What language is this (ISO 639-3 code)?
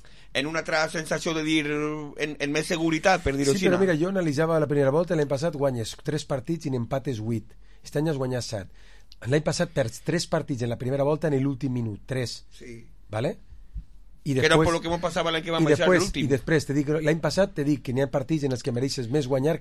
cat